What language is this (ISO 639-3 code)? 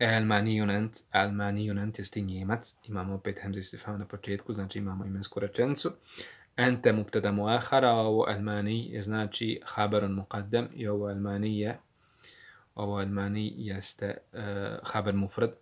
bos